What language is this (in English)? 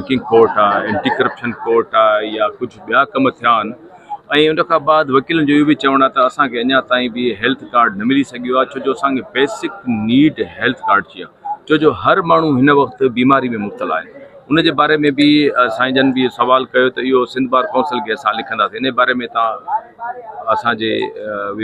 Sindhi